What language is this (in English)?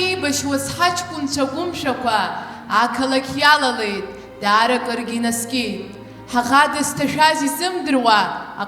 Abkhazian